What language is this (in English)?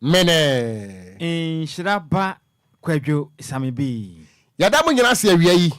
Akan